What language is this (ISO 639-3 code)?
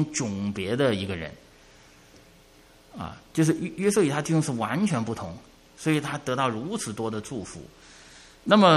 zho